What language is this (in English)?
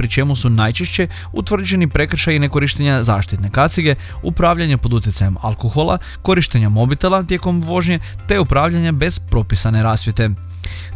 Croatian